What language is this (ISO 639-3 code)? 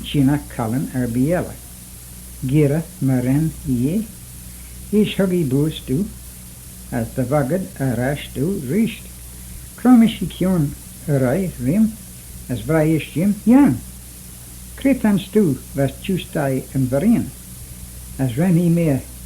glv